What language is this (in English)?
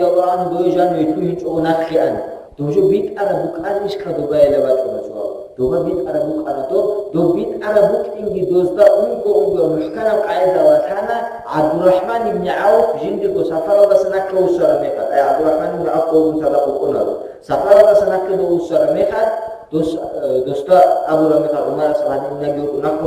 Avaric